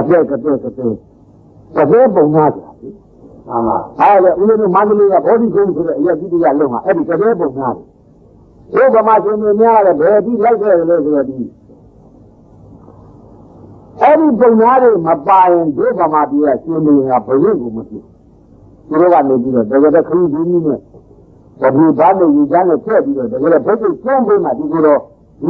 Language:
Burmese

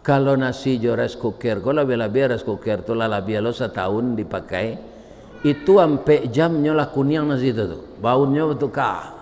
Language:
Minangkabau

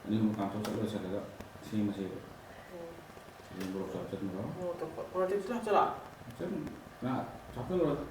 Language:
Manipuri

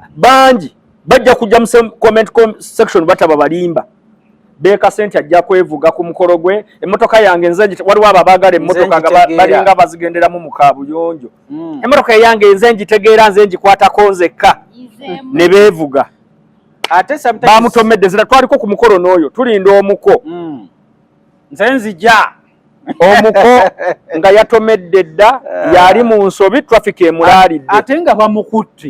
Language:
Ganda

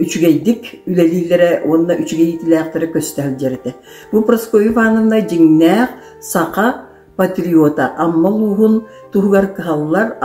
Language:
Yakut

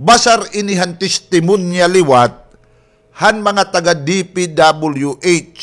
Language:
Waray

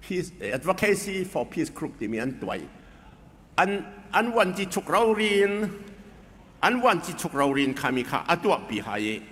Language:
Falam Chin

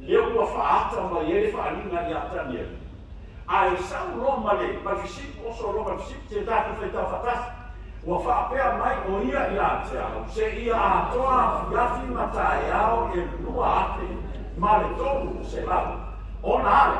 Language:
Samoan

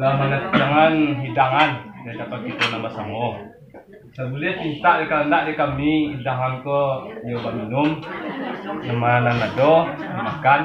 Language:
Minangkabau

